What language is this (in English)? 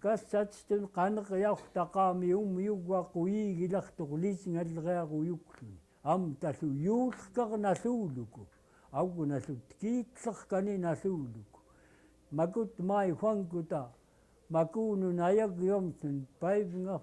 Central Yupik